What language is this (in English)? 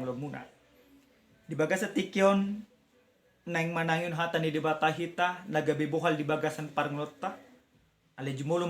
Batak Toba